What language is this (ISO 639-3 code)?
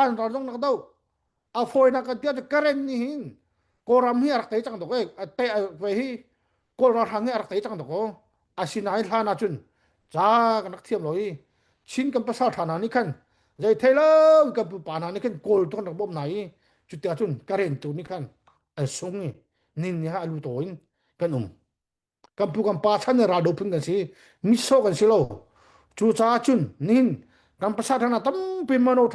cnh